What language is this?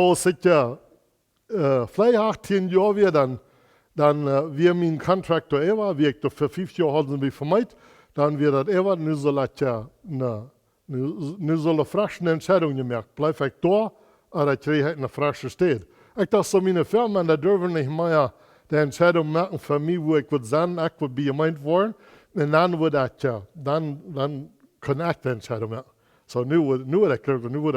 Plautdietsch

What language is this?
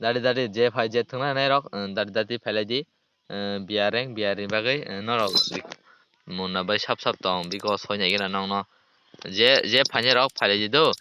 Kok Borok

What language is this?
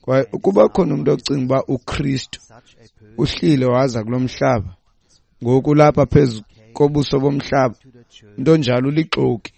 Xhosa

